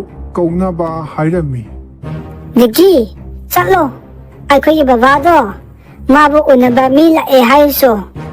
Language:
Manipuri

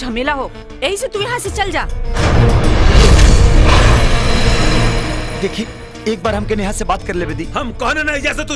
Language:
Bhojpuri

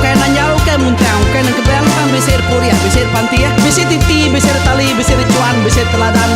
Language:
Iban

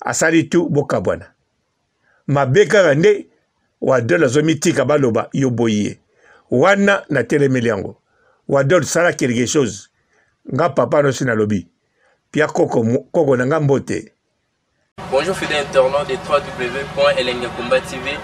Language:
Lingala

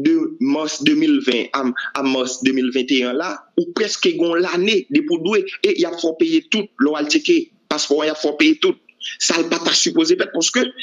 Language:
Haitian Creole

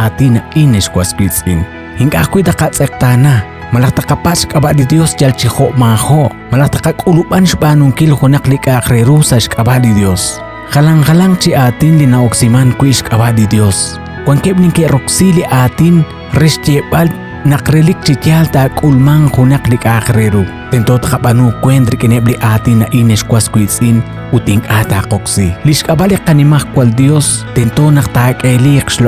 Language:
Kekchí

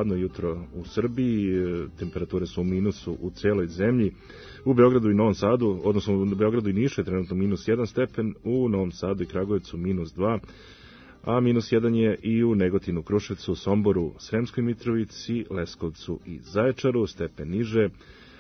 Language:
Serbian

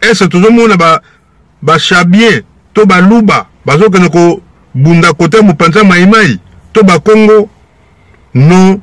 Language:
Lingala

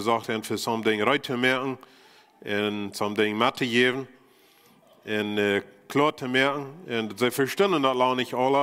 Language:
Plautdietsch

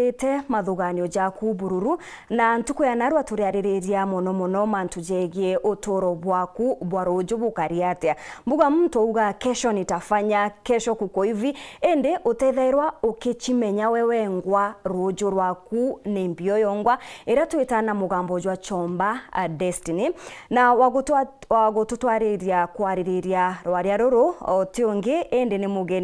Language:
Meru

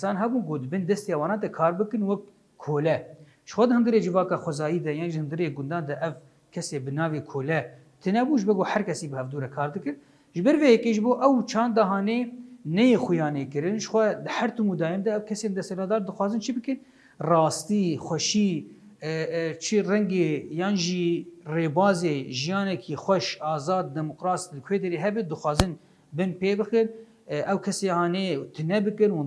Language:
Kurdish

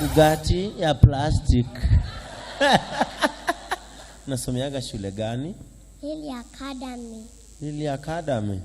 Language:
Kikuyu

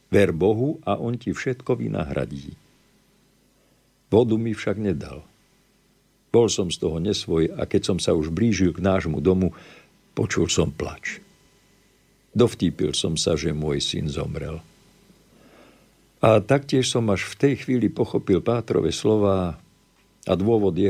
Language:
Slovak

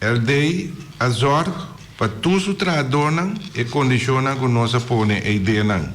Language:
Papiamento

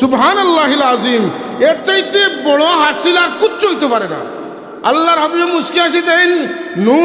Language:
Sylheti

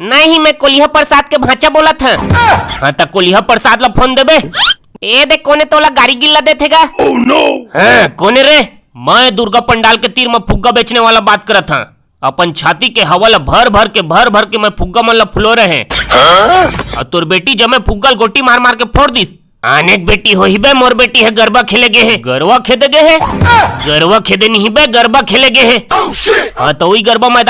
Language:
Chhattisgarhi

